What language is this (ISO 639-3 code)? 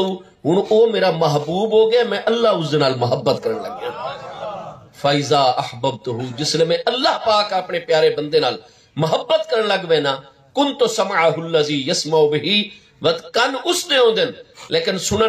skr